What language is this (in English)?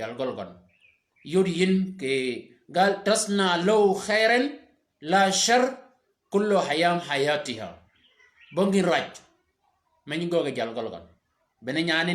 Shilluk